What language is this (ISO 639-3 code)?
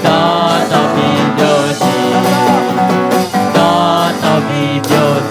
ahk